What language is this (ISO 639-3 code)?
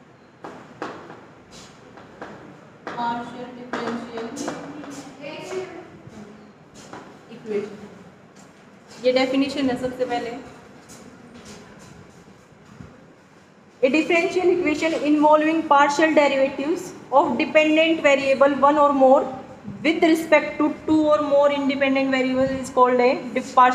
hin